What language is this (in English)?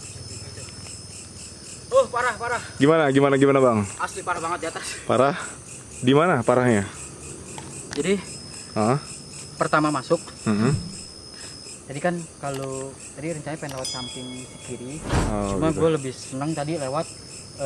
Indonesian